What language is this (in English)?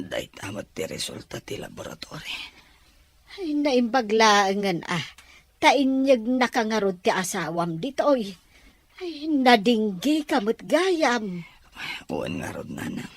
Iloko